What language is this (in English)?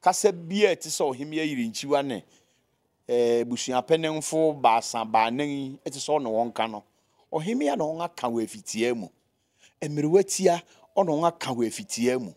Akan